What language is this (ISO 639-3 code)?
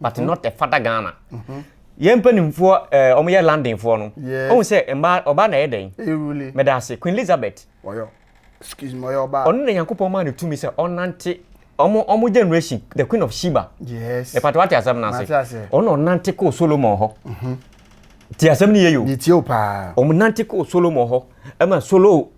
aka